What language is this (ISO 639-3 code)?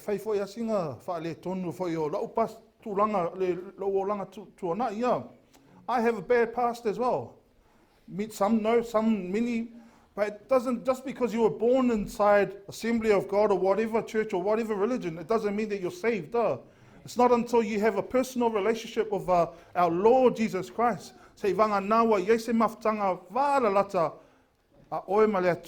smo